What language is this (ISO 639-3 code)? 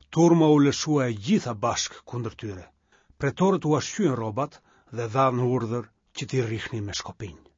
sqi